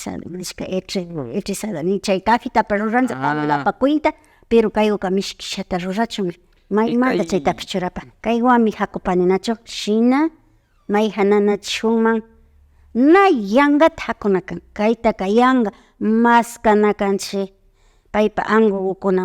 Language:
Imbabura Highland Quichua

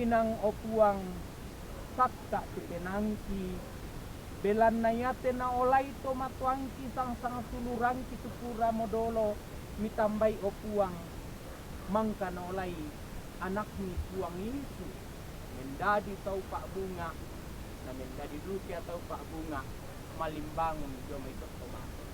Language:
Toraja-Sa'dan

